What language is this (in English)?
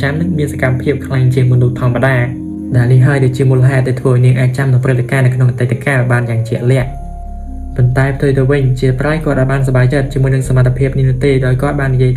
Khmer